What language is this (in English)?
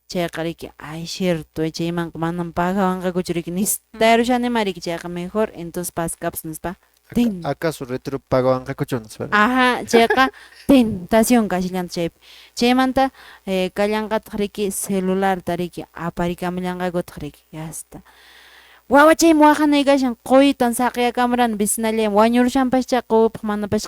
Quechua